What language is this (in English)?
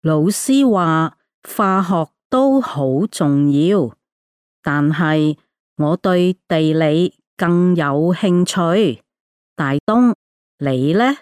Cantonese